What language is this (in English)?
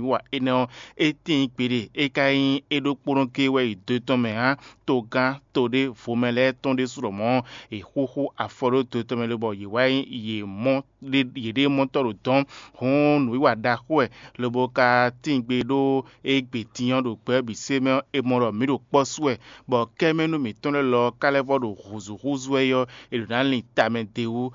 Fon